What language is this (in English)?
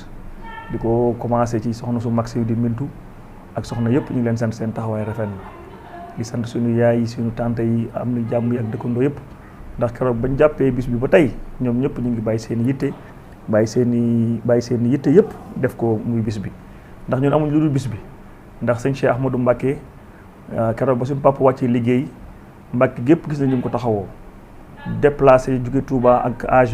Wolof